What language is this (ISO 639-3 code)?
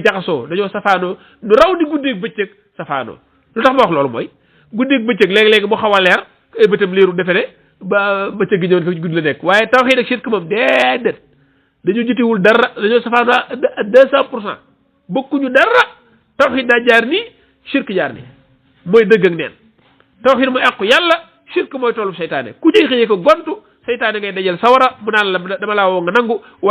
wol